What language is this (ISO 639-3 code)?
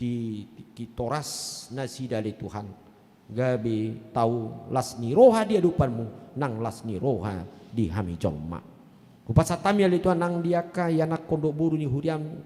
bbc